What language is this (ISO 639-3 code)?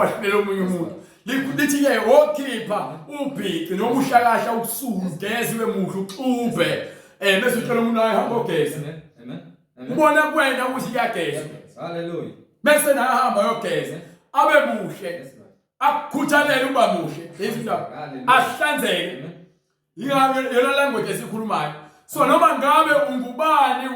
zul